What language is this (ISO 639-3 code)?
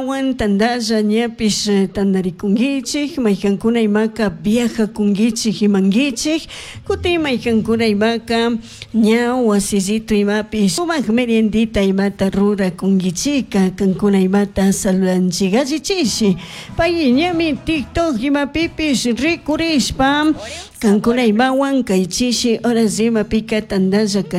qug